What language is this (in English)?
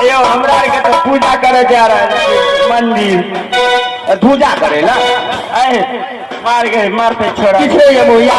Maithili